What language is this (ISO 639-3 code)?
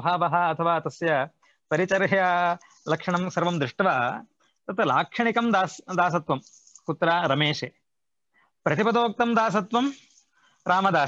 san